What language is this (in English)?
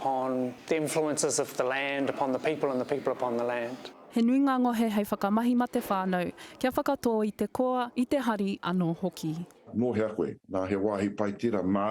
Māori